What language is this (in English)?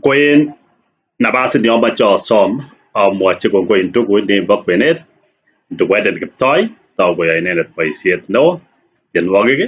Kalenjin